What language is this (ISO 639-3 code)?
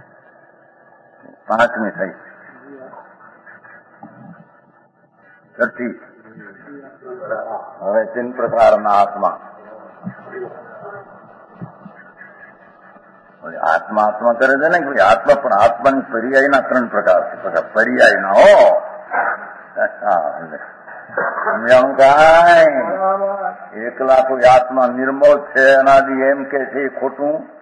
guj